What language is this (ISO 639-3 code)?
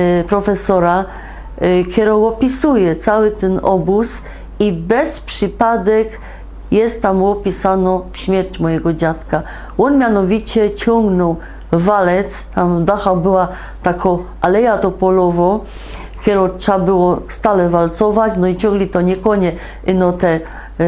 szl